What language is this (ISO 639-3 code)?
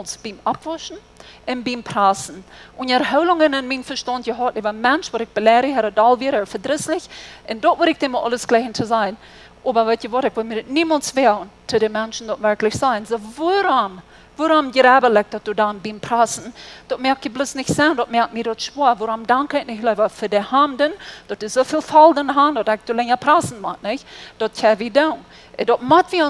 pdt